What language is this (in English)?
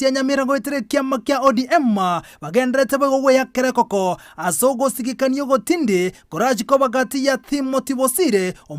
Gusii